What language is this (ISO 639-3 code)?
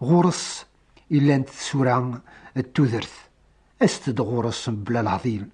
kab